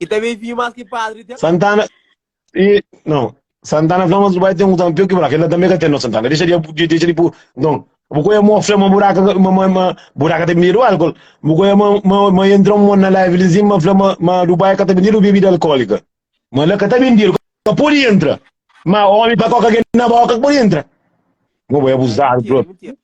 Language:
Kabuverdianu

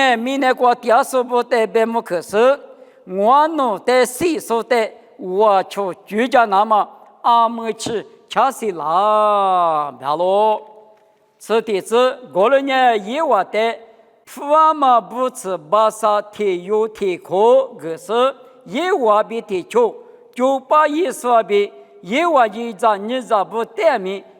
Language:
Lisu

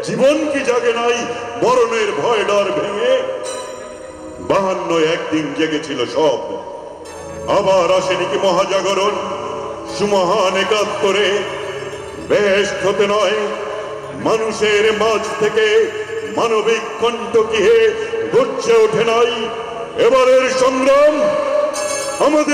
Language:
Bangla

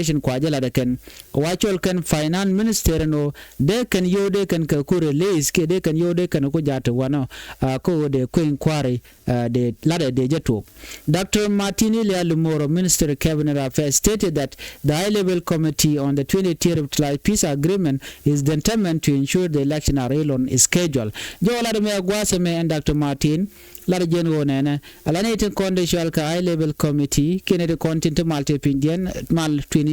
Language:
Nuer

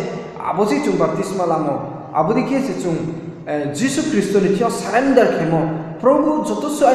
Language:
Riang (India)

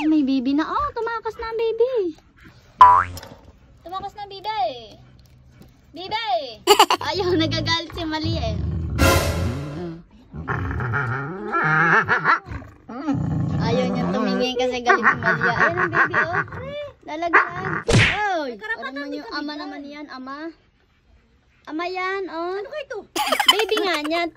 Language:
Filipino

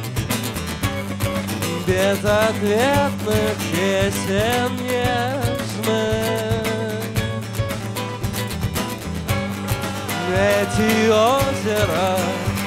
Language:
Russian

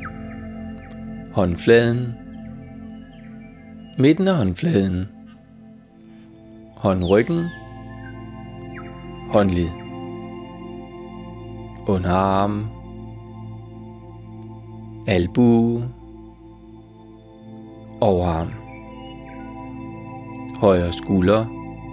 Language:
Danish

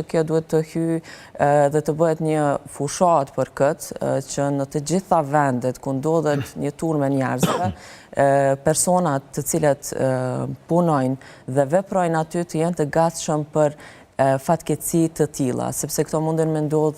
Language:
Albanian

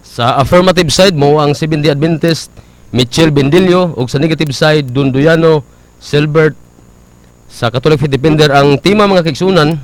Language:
Cebuano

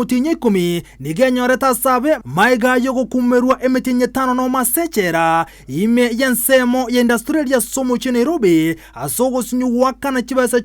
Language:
Gusii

